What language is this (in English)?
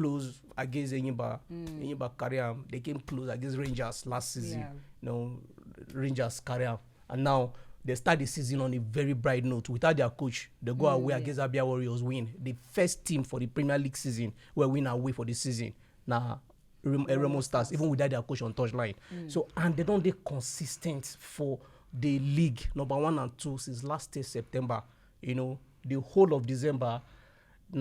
Nigerian Pidgin